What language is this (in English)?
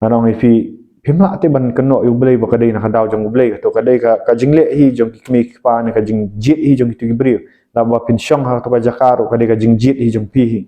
Khasi